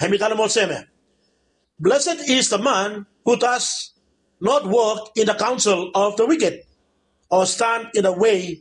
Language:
Bislama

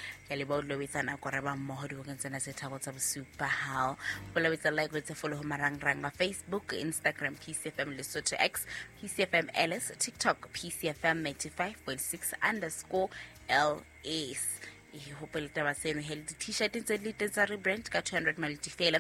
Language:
Southern Sotho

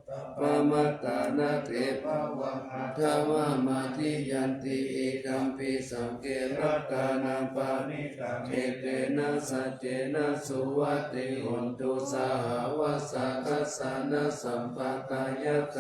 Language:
Pali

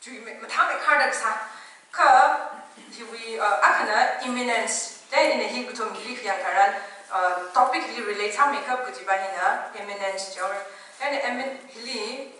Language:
Tangkhul Naga (India)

